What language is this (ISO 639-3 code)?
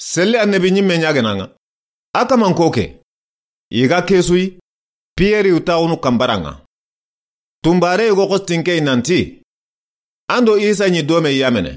snk